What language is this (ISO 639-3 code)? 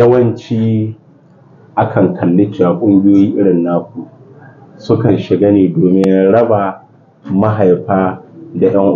hau